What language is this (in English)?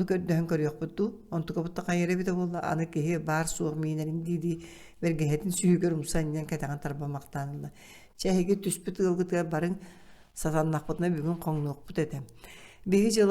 Yakut